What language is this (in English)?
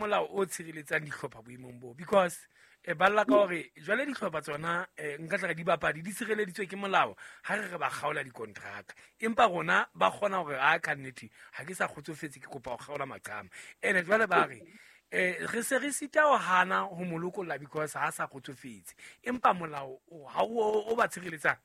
Southern Sotho